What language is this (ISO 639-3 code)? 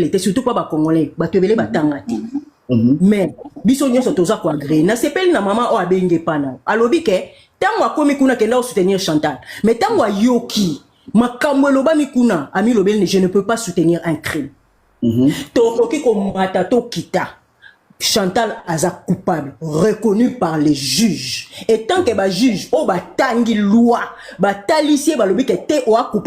lin